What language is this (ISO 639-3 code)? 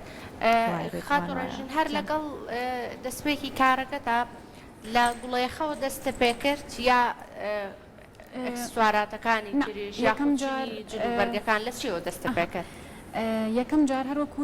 ckb